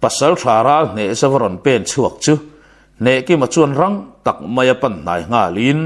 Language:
Mizo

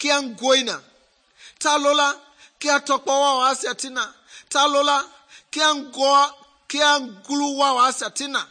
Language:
Mende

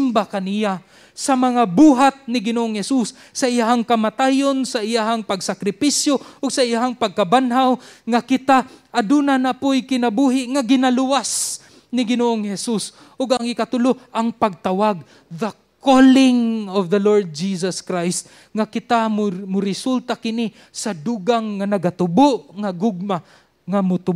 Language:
Cebuano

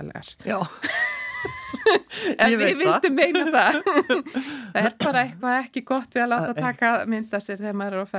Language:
Icelandic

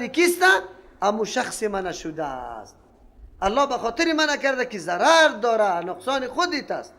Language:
Persian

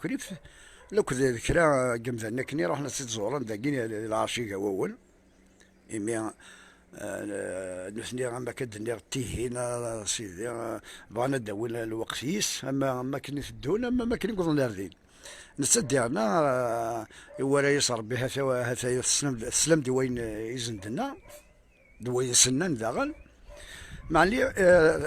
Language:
Kabyle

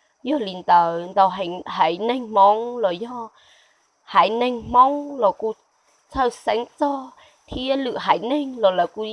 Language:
Hmong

